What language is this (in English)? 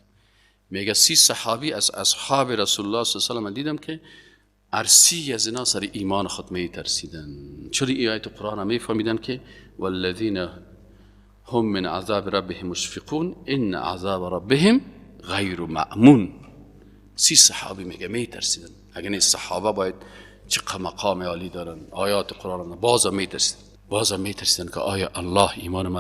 Persian